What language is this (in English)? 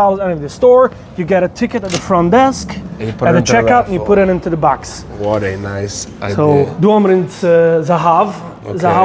Yiddish